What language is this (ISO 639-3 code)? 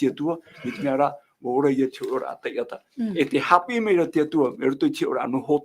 tah